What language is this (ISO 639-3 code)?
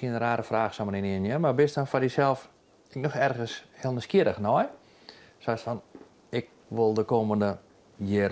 fry